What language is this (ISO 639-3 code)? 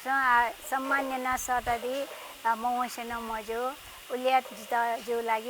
new